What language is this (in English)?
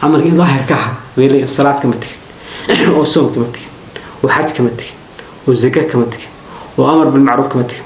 Somali